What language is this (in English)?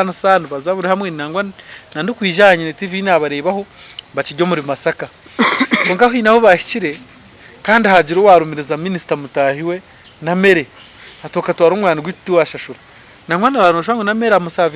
Nyankole